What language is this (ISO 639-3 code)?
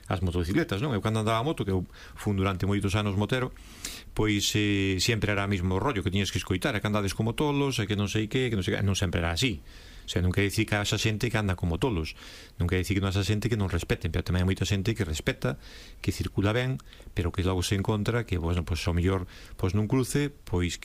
glg